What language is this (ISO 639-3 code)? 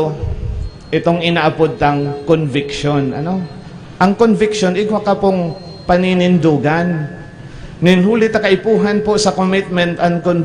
bik